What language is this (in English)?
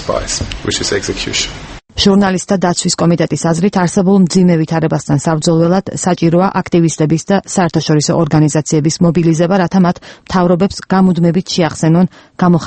Georgian